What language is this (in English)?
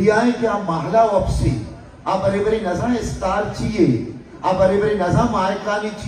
Baluchi